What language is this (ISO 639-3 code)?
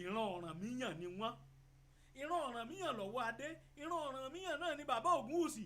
yor